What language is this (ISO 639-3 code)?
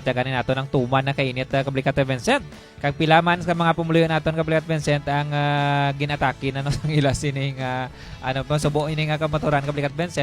hil